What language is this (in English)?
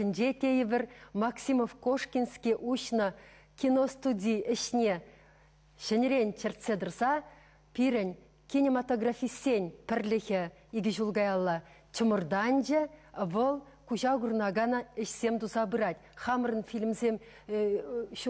Chuvash